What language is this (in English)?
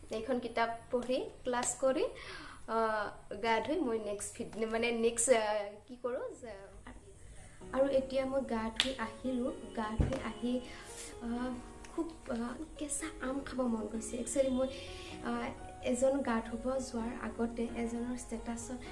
Assamese